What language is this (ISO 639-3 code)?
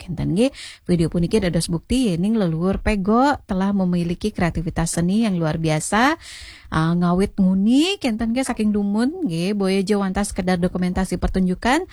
ban